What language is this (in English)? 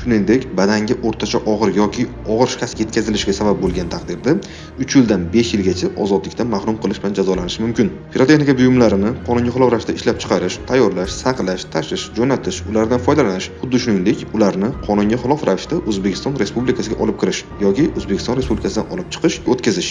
Uzbek